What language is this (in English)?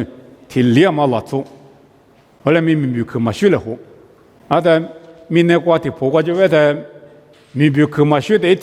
Lisu